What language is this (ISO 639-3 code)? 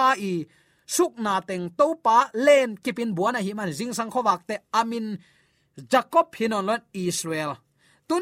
ctd